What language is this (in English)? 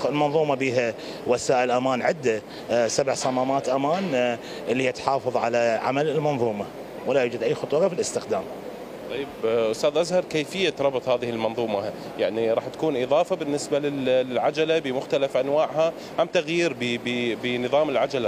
Mesopotamian Arabic